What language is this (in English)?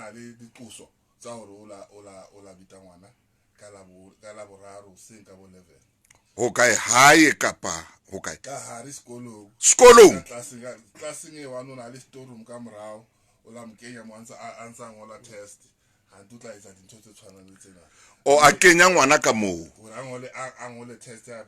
Southern Sotho